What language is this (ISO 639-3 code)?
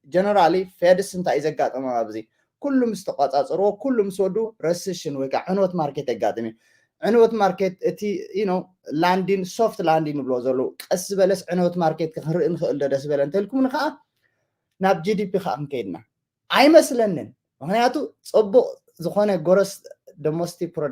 tir